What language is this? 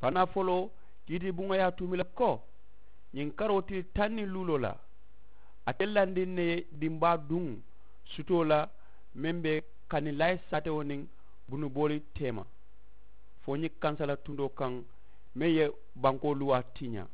Mandingo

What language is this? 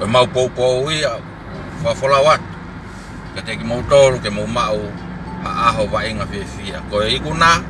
Tongan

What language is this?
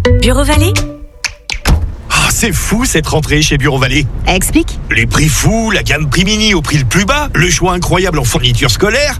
French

